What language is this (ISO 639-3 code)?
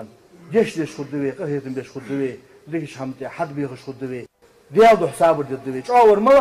inh